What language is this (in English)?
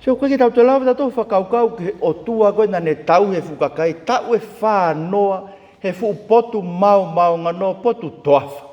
Tongan